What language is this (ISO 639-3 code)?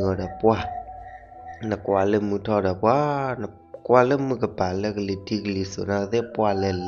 ksw